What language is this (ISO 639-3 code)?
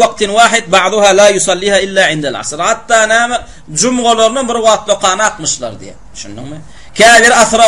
tuk